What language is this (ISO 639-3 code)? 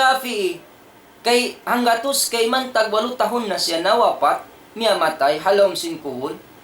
tsg